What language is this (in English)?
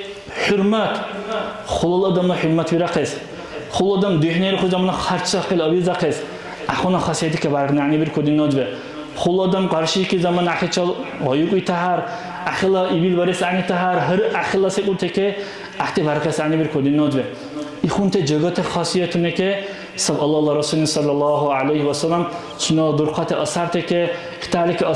Dargwa